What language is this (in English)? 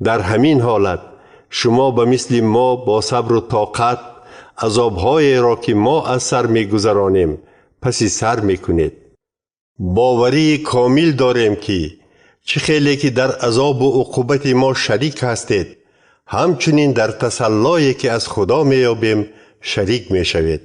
Tajik